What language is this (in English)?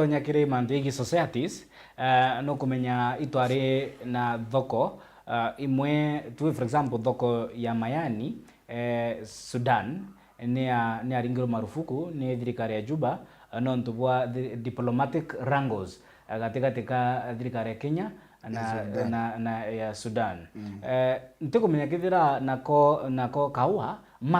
Meru